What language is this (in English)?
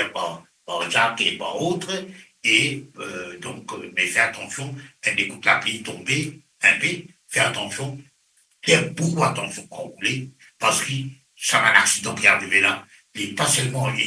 Morisyen